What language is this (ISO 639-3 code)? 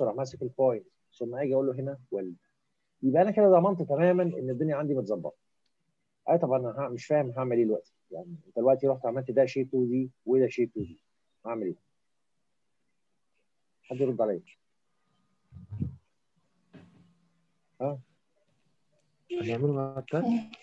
arz